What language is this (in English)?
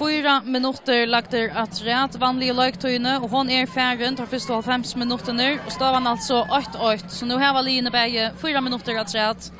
Faroese